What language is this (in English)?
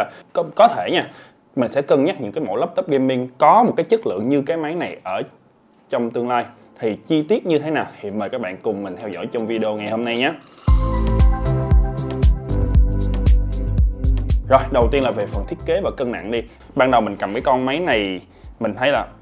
Vietnamese